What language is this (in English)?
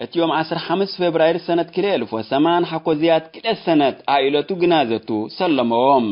Tigre